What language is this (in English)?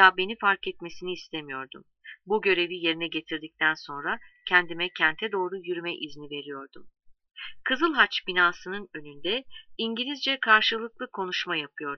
Turkish